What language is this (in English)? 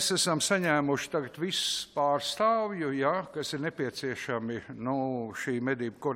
Latvian